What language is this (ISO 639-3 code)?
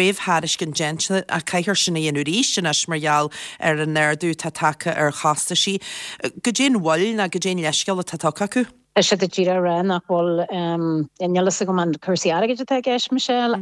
gle